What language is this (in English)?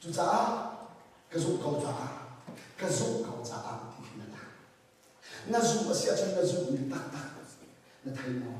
Hakha Chin